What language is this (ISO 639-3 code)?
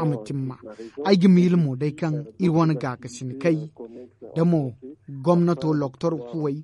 dje